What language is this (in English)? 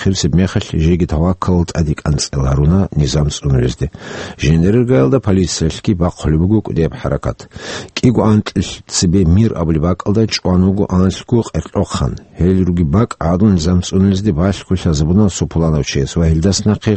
Avaric